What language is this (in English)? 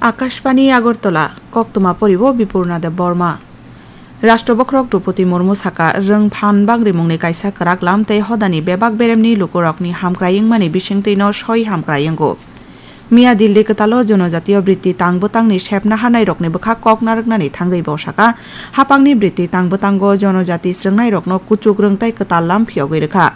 Kok Borok